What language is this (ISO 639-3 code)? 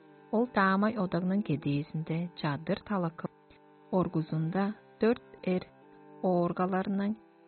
tyv